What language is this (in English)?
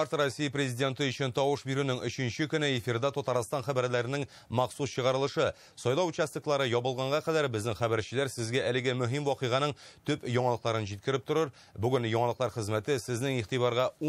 Tatar